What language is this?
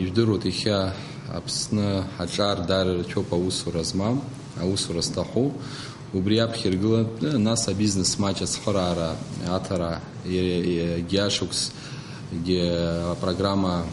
Abkhazian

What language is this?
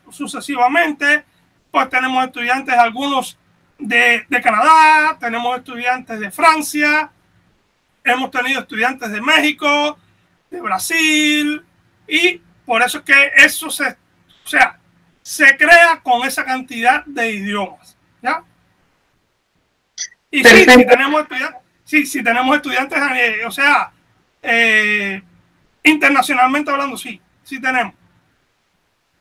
Spanish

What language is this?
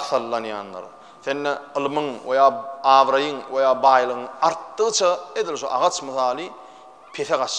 Turkmen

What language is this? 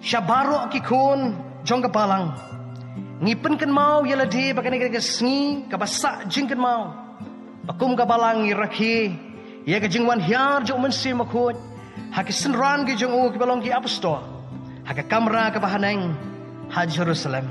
Khasi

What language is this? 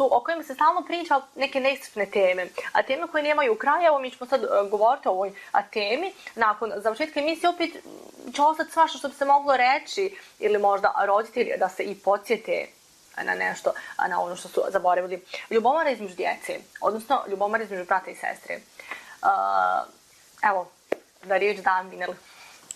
Bosnian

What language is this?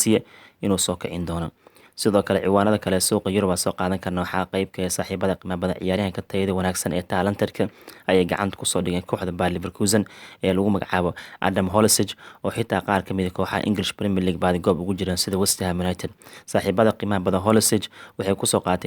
Somali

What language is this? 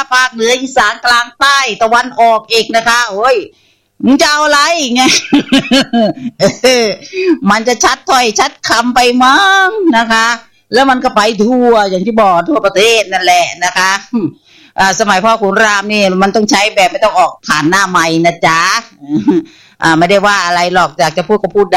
Thai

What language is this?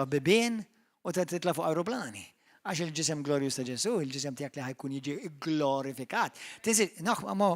Maltese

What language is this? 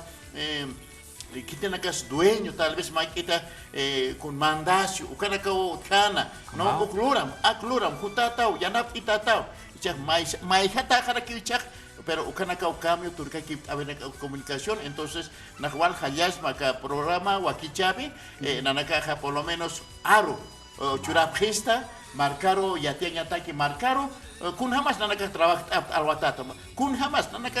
Aymara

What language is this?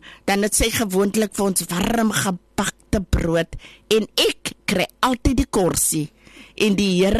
Afrikaans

